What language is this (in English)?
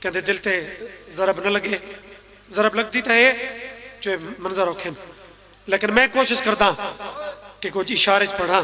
Pahari-Potwari